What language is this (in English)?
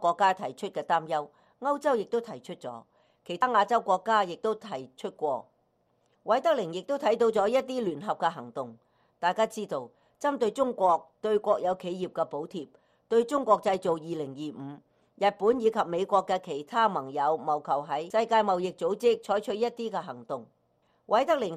Cantonese